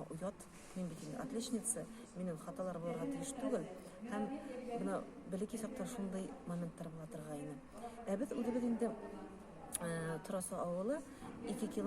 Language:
Bashkir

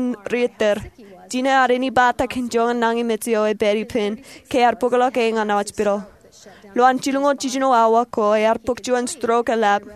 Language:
Marshallese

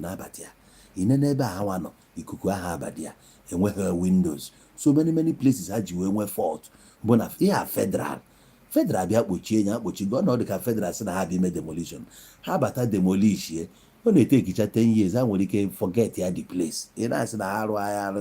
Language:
Igbo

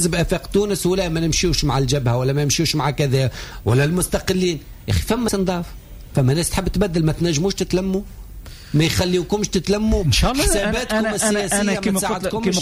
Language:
Tunisian Arabic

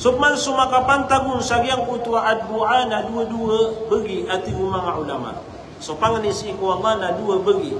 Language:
Maranao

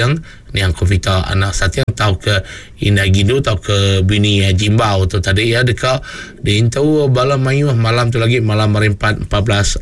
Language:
Iban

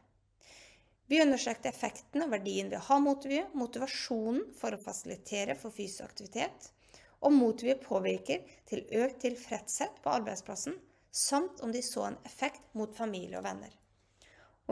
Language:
Norwegian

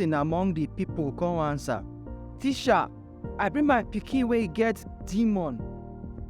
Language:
Nigerian Pidgin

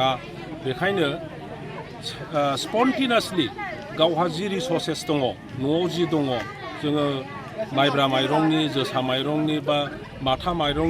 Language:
Bodo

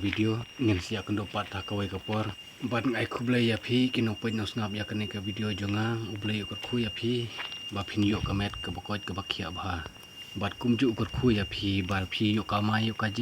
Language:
Khasi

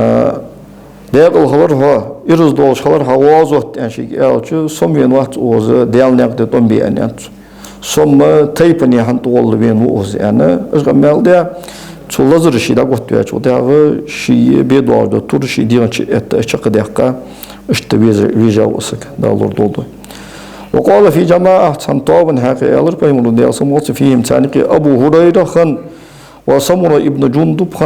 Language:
Ingush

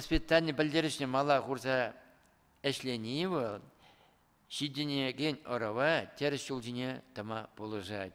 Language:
Chuvash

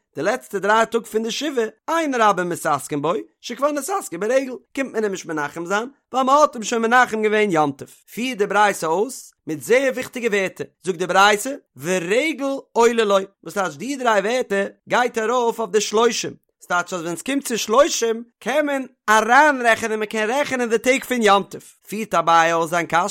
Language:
Yiddish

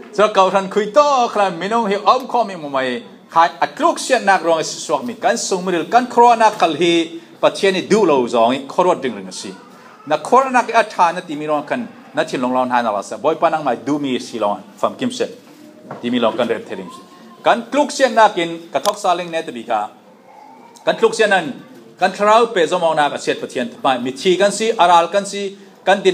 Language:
Falam Chin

